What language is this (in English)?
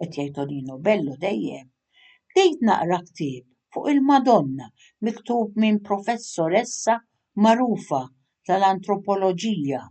Maltese